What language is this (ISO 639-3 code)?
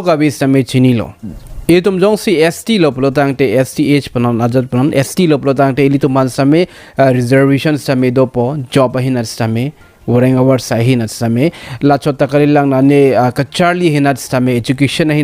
mjw